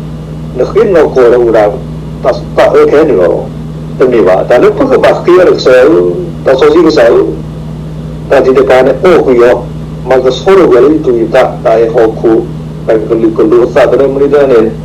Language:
S'gaw Karen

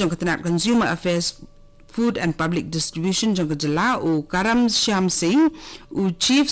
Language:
Khasi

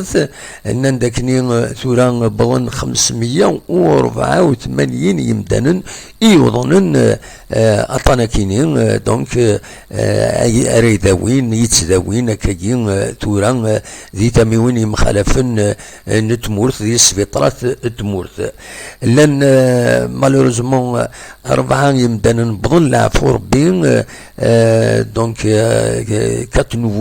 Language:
Kabyle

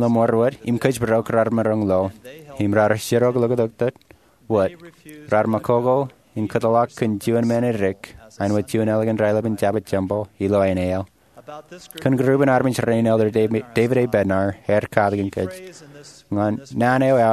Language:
Marshallese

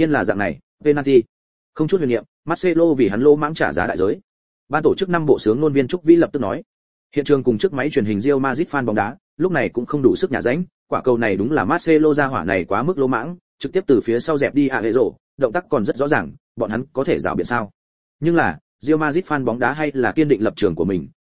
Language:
Vietnamese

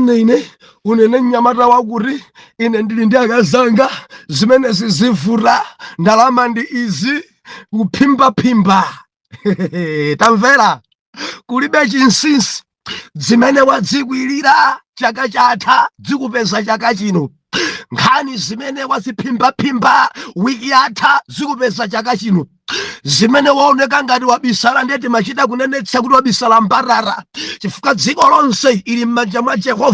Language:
Nyanja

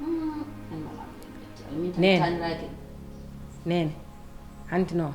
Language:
Fula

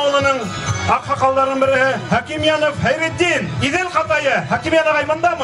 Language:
Bashkir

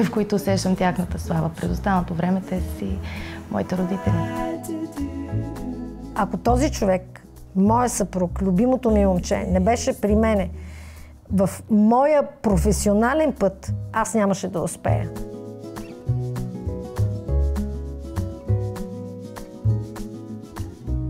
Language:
Bulgarian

